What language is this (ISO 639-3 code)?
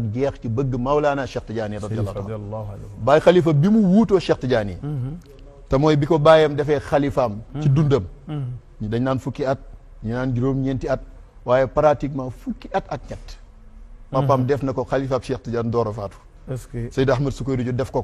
wol